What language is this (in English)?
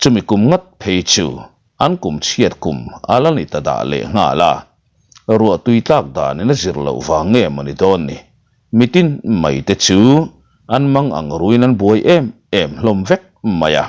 Mizo